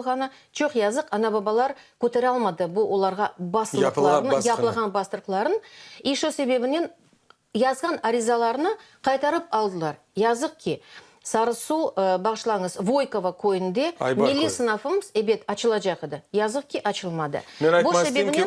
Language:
Crimean Tatar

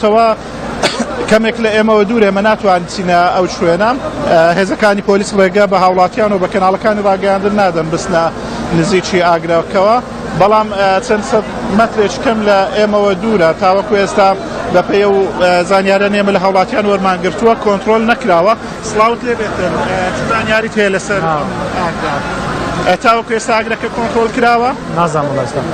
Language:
Central Kurdish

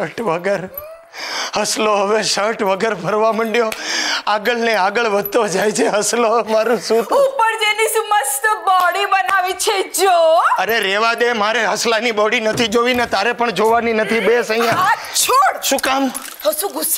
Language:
Gujarati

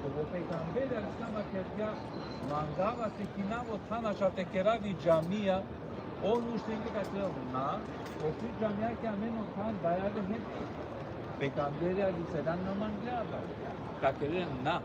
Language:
Balkan Romani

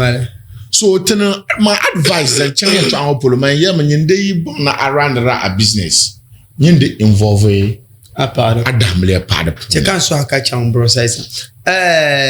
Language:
Dagbani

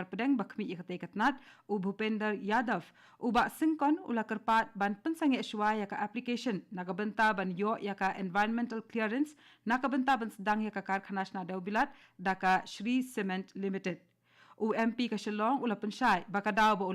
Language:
Khasi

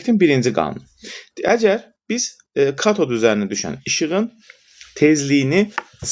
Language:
Azerbaijani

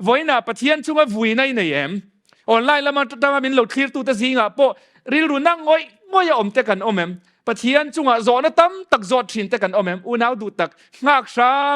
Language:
Mizo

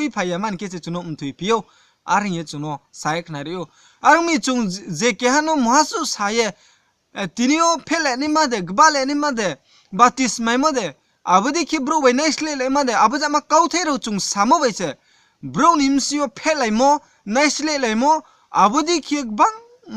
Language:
Riang (India)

